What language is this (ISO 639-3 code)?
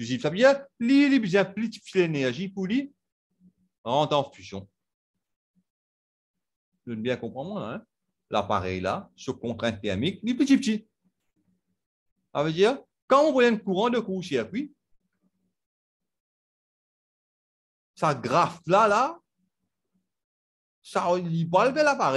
fra